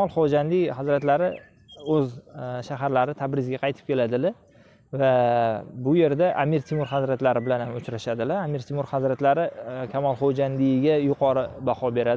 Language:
Uzbek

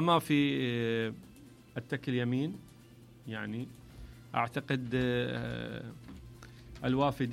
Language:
Mesopotamian Arabic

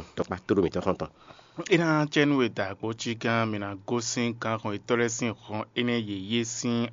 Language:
Fon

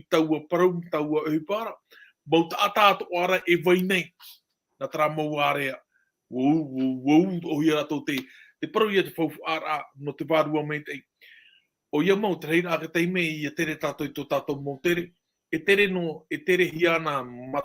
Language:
Tahitian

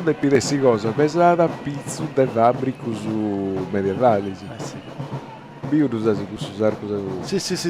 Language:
Sardinian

